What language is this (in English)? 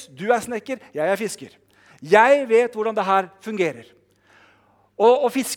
Norwegian